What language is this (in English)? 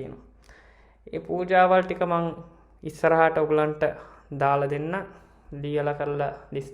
Sinhala